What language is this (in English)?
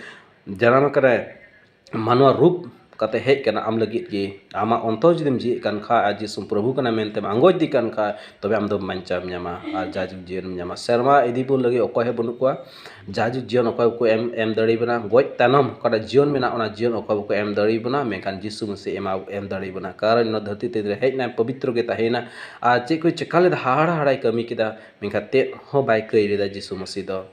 Santali